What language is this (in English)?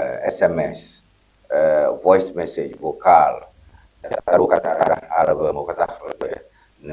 Ewe